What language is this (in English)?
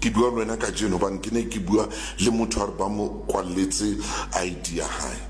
Southern Sotho